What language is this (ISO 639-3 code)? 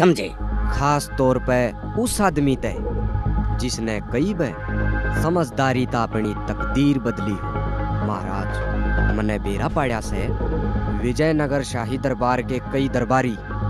bgc